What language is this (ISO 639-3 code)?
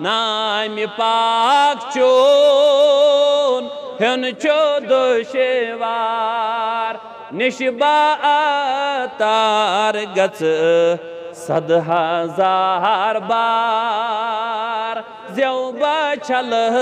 kas